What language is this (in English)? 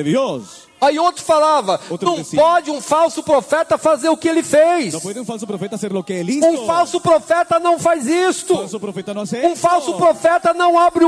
Portuguese